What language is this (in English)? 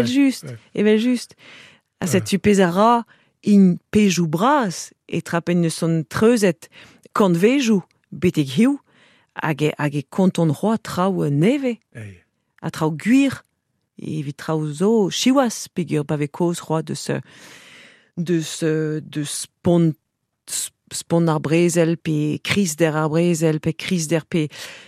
Breton